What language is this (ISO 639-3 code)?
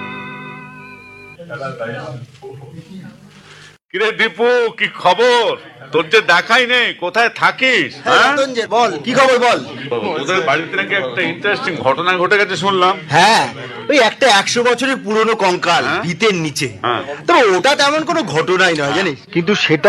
ben